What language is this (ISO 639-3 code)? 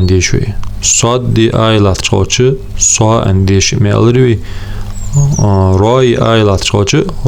inh